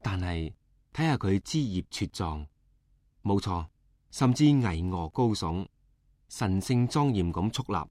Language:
Cantonese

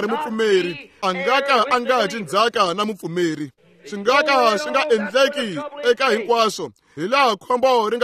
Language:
Tsonga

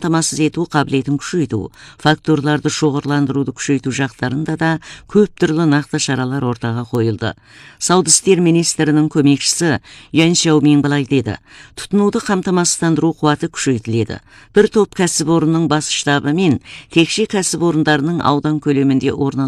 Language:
Kazakh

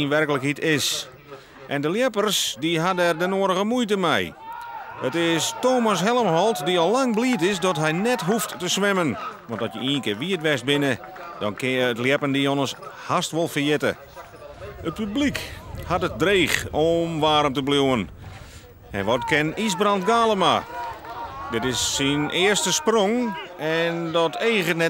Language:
Western Frisian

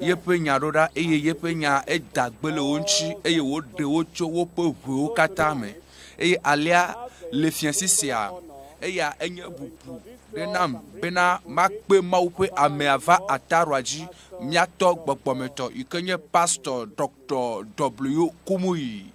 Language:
Ewe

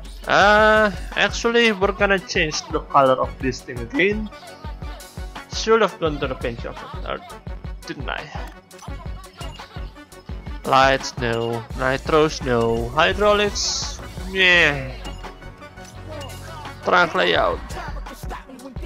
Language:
English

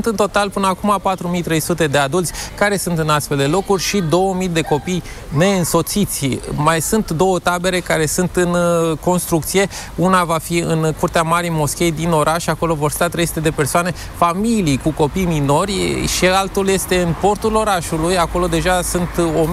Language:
Romanian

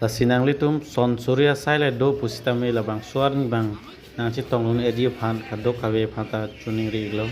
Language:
Karbi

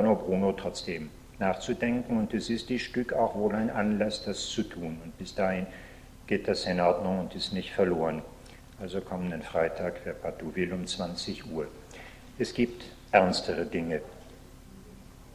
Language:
German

